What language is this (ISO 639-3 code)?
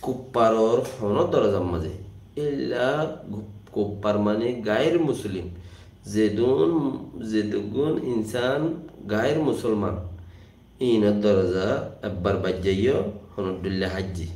rhg